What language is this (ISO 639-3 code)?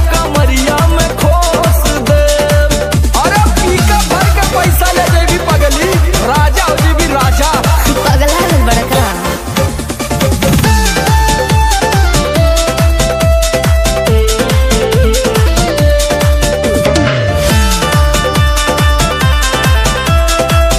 bho